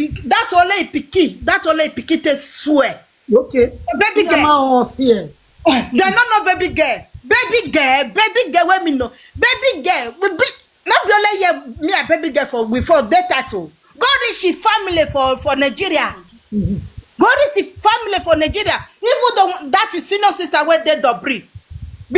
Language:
Nigerian Pidgin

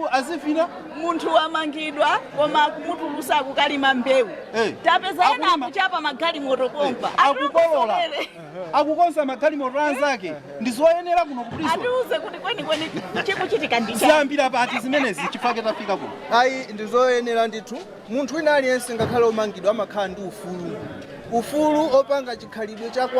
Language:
Nyanja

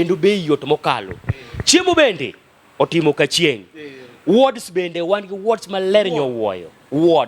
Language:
Luo (Kenya and Tanzania)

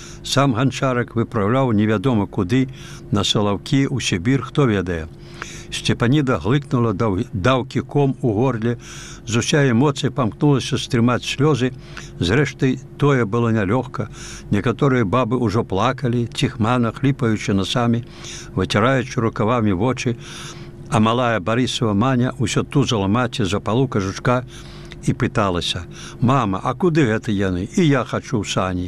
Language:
Belarusian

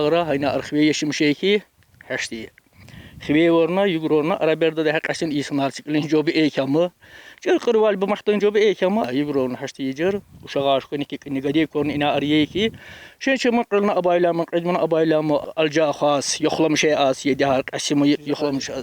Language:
Tsakhur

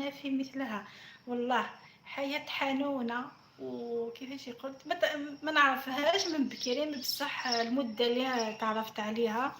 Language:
Algerian Arabic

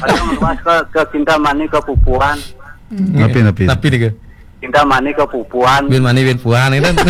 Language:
Balinese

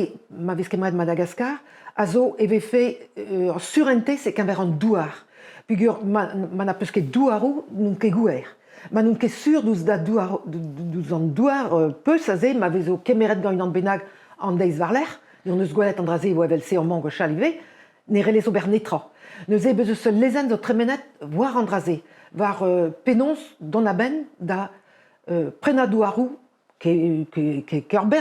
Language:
Breton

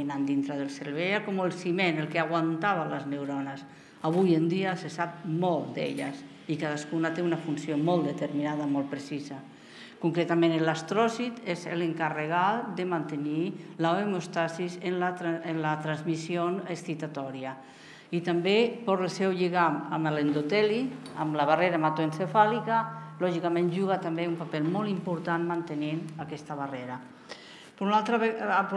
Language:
Catalan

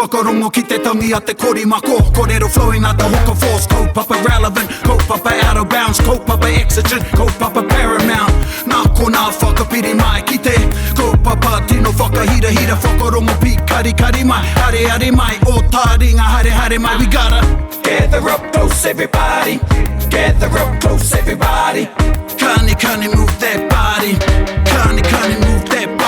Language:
Māori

